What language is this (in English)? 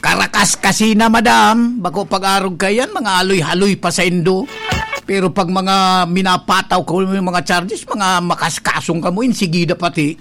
Bikol